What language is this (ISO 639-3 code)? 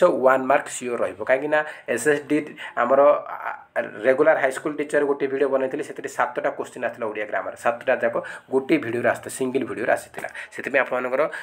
ori